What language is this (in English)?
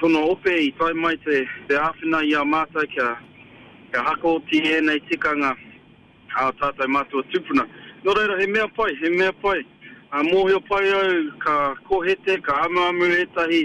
Māori